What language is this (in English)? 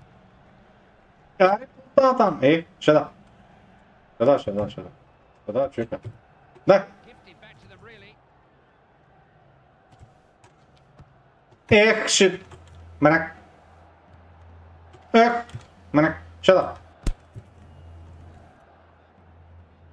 Bulgarian